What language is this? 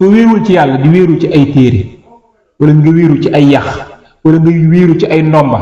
Wolof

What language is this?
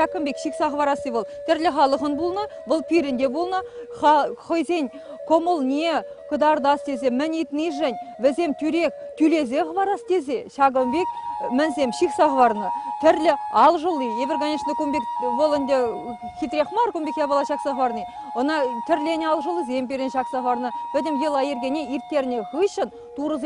Chuvash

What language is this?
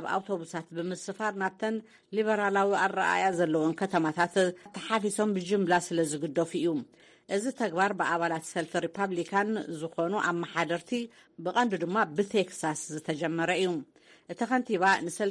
Tigrinya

